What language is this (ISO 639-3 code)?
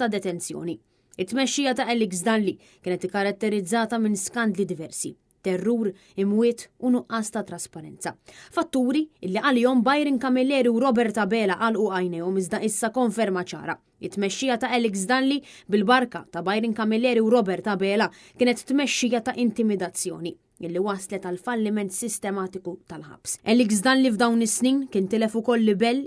mlt